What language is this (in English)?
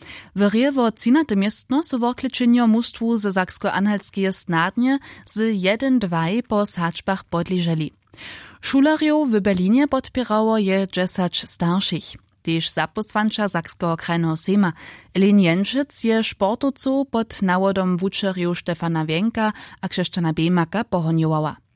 Upper Sorbian